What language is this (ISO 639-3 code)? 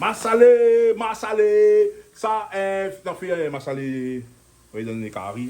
rcf